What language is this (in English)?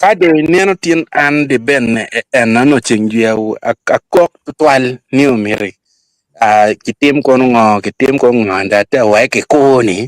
Acoli